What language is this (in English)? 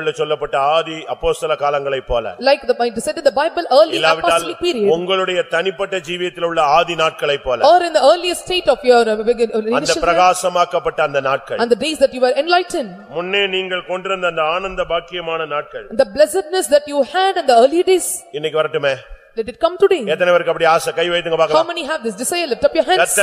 Tamil